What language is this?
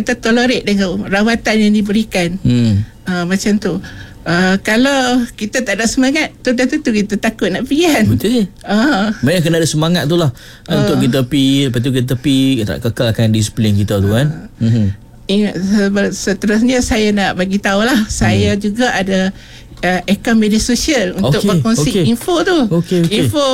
Malay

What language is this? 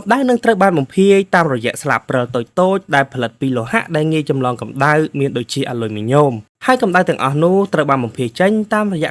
Khmer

